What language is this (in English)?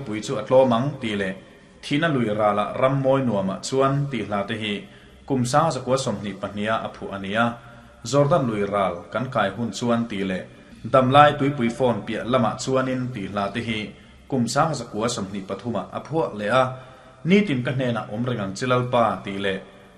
Mizo